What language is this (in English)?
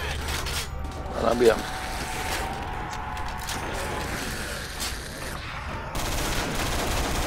Slovak